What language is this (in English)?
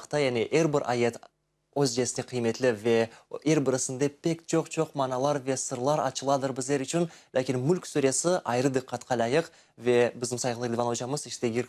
Crimean Tatar